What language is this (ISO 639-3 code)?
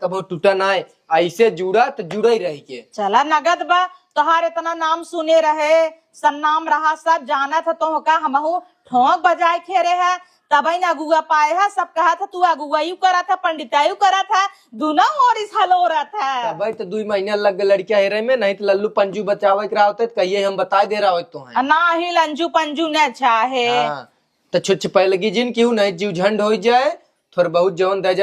awa